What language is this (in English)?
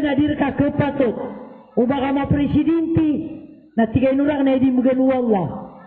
Maranao